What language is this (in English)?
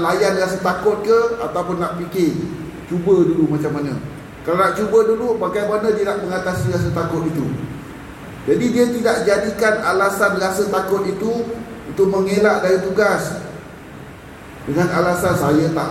Malay